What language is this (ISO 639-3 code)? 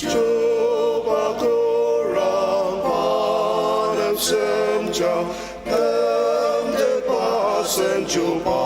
njo